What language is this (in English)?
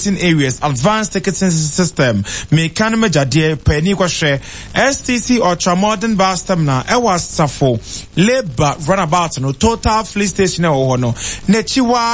Akan